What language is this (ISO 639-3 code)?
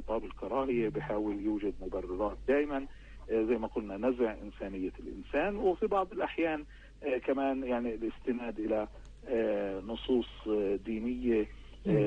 apc